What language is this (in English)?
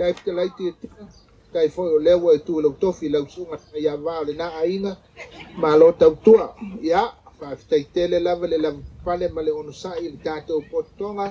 Samoan